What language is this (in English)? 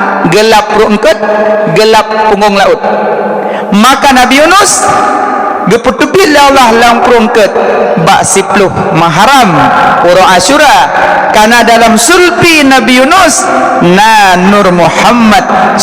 Achinese